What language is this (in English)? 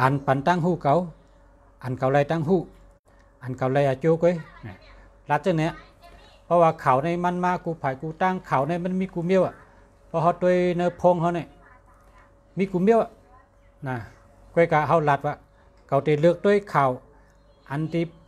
Shan